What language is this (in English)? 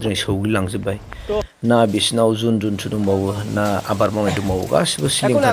Bodo